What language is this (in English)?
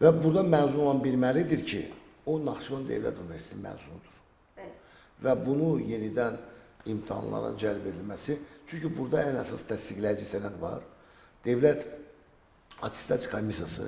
Azerbaijani